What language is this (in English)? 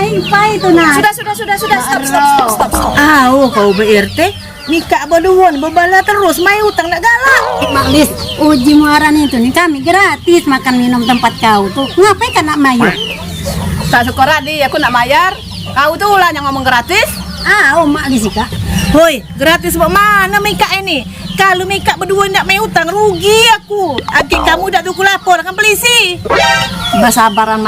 Musi